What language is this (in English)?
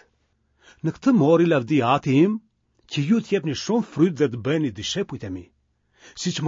Albanian